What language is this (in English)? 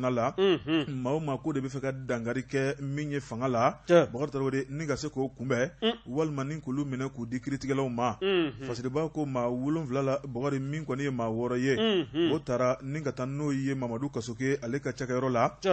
Bambara